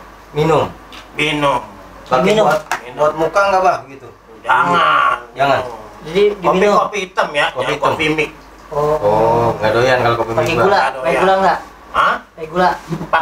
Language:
Betawi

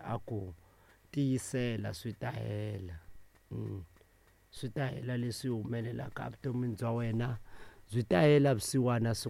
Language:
Tsonga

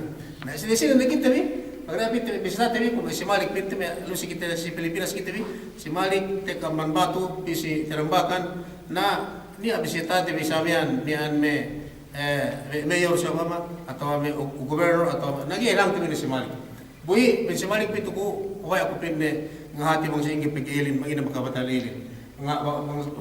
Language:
Yakan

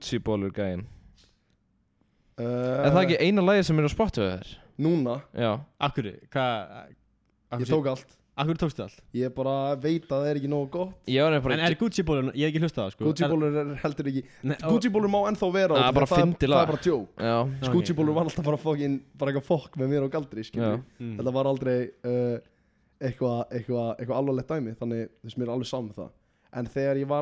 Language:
Icelandic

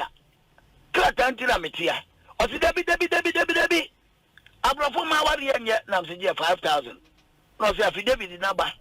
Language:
Akan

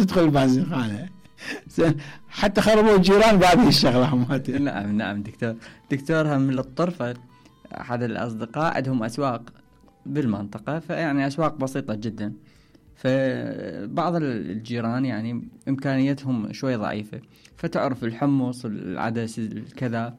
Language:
Mesopotamian Arabic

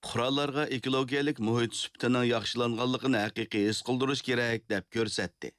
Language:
Uyghur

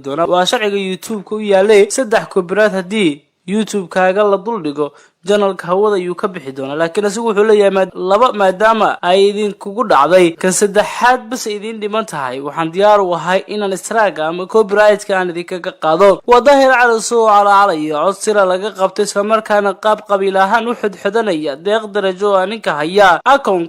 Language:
Somali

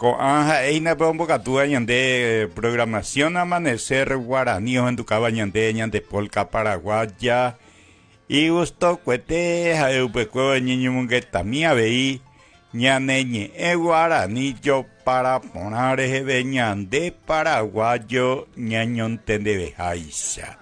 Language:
Guarani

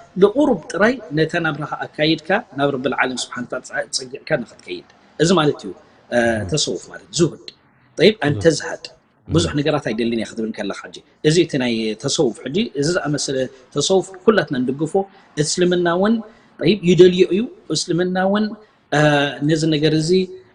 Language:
Tigrinya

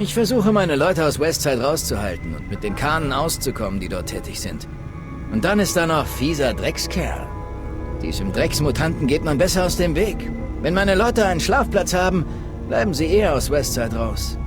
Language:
Bavarian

